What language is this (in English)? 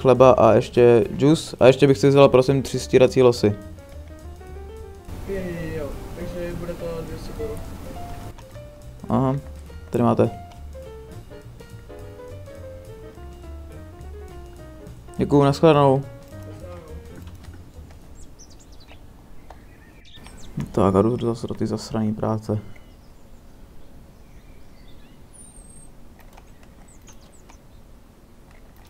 Czech